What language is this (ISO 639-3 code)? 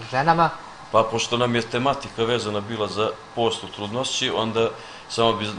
srp